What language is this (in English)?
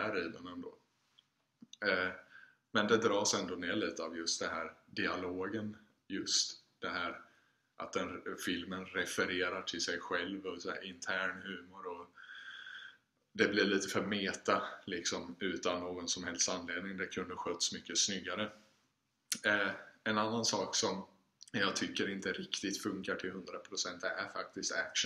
Swedish